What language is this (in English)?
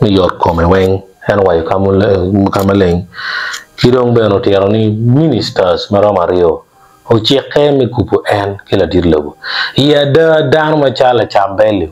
Acoli